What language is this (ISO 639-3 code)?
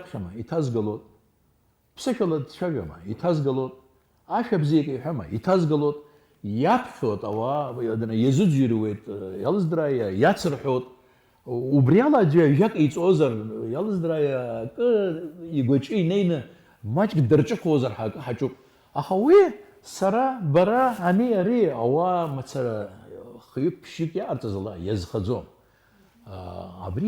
abk